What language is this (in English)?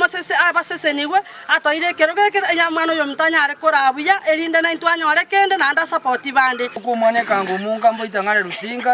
Gusii